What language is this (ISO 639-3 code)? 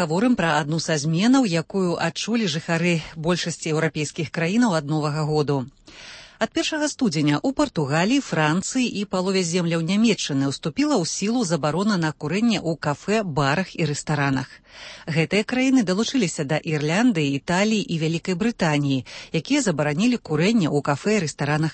bel